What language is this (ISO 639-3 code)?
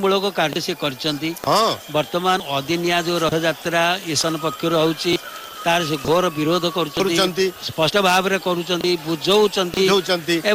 ori